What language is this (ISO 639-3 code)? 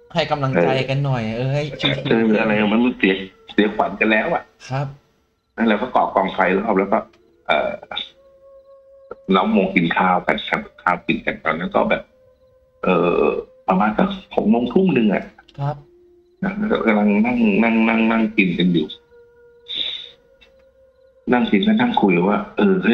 tha